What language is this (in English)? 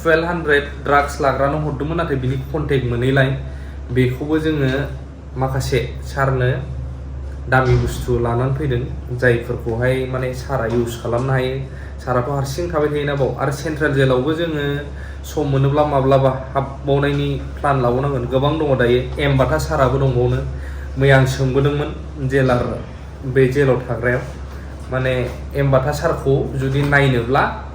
Bodo